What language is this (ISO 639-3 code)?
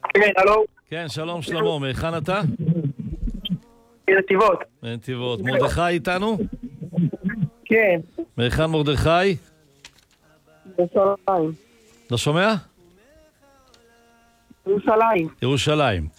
heb